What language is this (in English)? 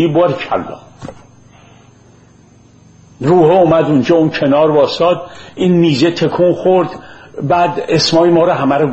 Persian